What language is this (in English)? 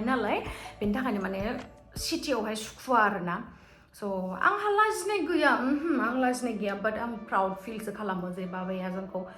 Bodo